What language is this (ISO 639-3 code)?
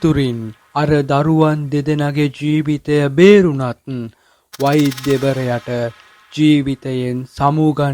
sin